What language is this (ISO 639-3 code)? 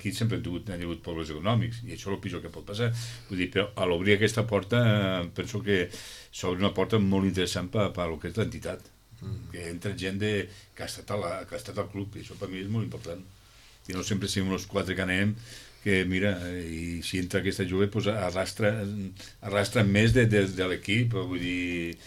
cat